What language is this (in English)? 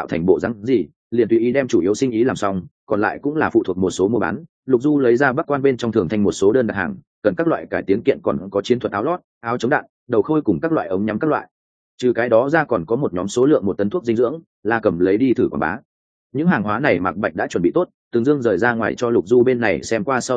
Vietnamese